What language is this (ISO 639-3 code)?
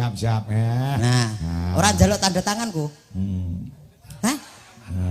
jav